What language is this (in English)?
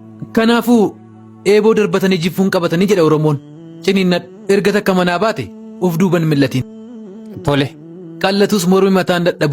Oromo